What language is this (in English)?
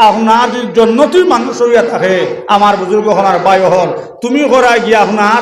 Sylheti